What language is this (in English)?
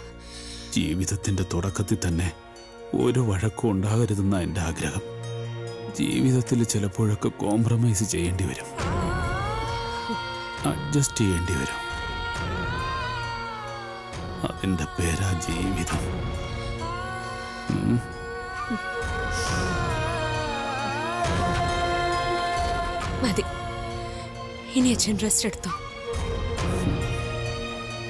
Malayalam